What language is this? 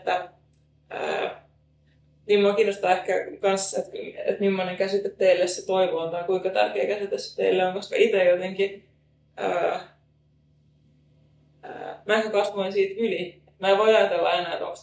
Finnish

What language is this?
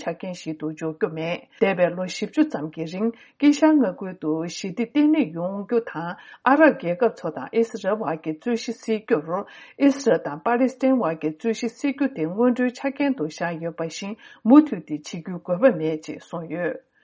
Tibetan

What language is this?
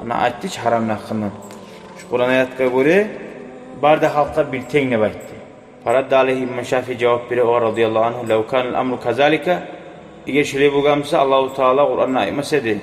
Kumyk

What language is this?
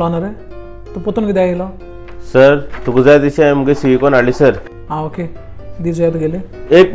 Konkani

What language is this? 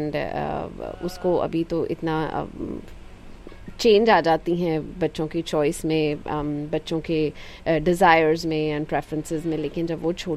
Hindi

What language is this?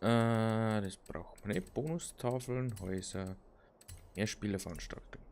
Bavarian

